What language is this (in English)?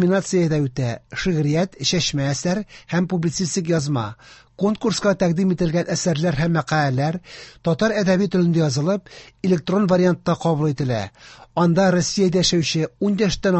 Tatar